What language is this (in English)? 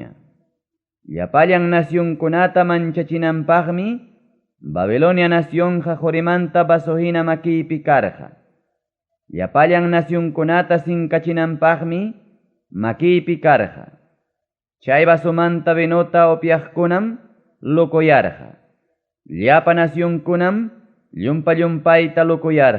Ayacucho Quechua